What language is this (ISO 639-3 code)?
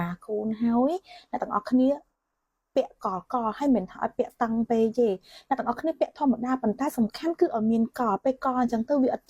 khm